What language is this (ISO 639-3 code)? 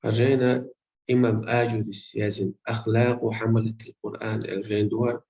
che